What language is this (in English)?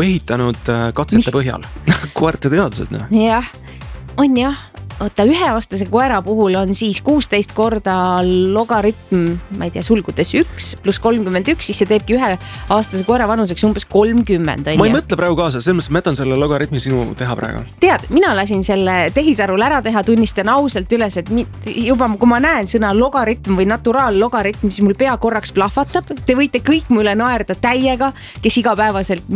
Estonian